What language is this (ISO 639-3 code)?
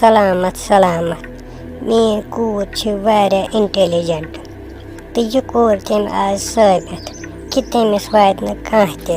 kas